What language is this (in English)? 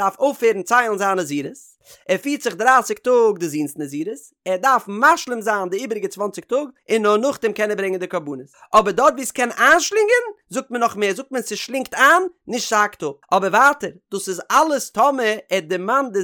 Yiddish